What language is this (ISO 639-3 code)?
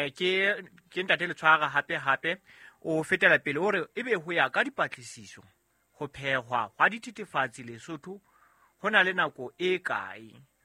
sot